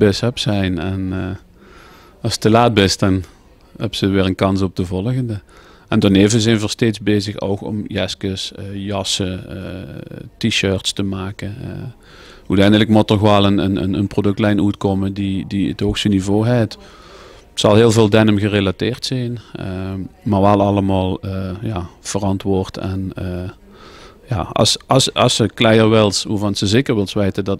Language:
Limburgish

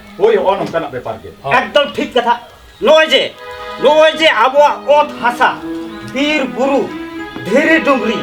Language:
Santali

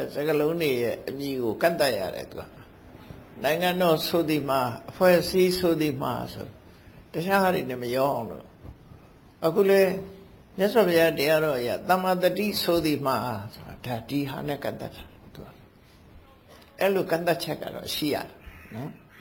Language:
Burmese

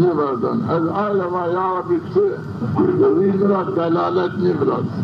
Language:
Zaza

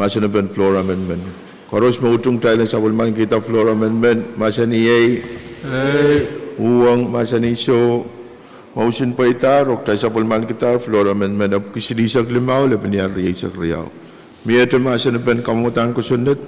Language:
Pohnpeian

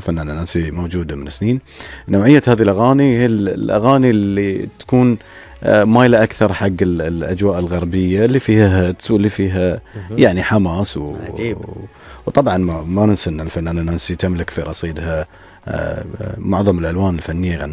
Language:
Gulf Arabic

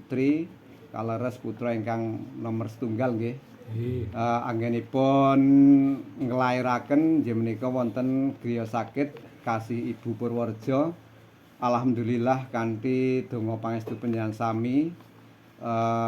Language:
Javanese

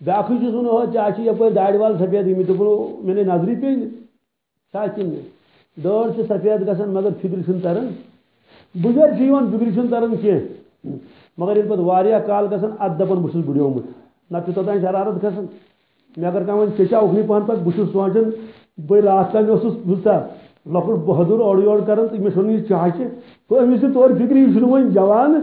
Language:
Kashmiri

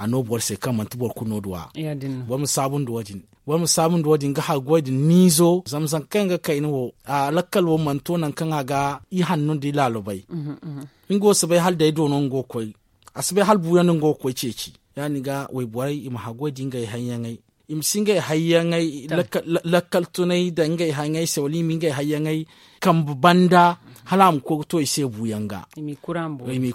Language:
Zarma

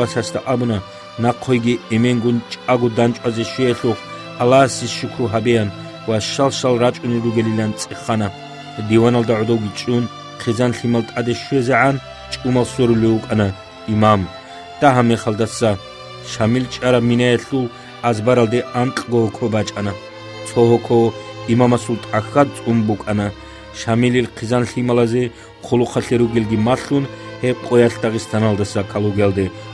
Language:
Avaric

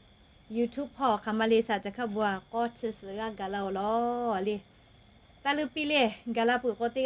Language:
Lahu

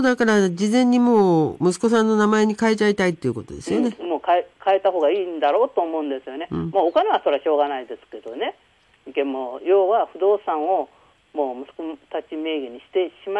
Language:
Japanese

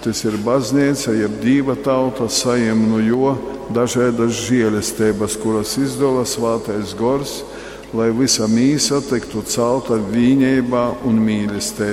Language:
Latgalian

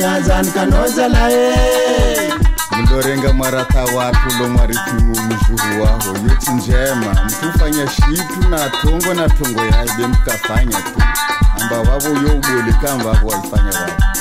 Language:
Swahili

